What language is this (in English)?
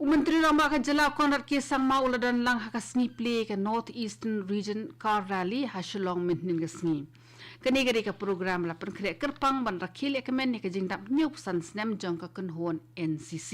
Khasi